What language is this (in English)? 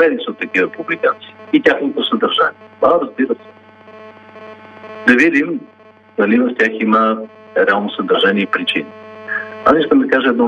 Bulgarian